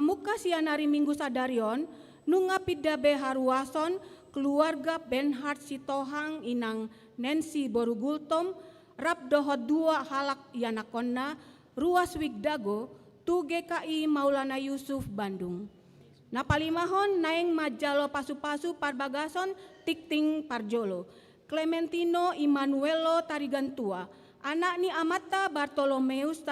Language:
Batak Toba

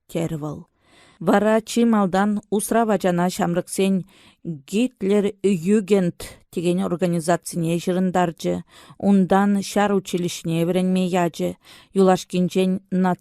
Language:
Chuvash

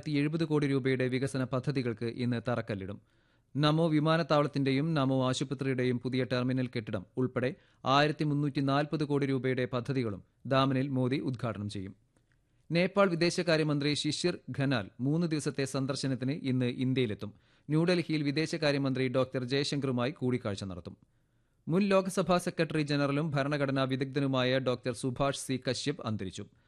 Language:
Malayalam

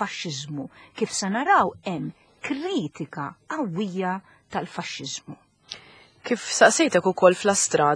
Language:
Maltese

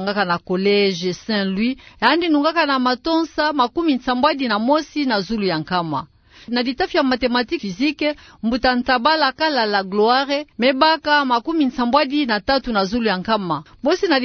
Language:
Kituba (Democratic Republic of Congo)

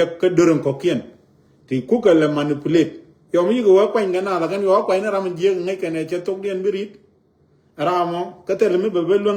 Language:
Nuer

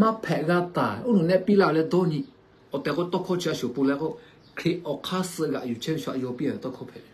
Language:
Lahu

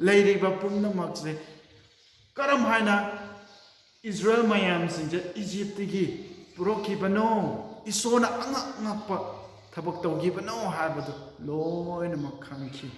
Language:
Manipuri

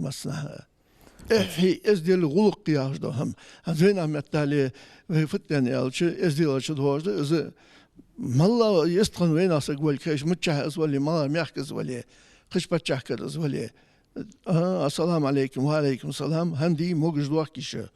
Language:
Ingush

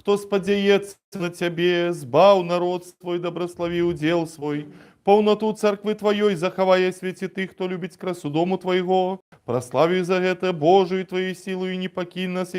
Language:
Belarusian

